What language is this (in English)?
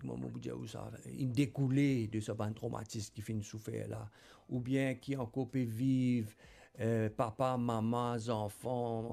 Morisyen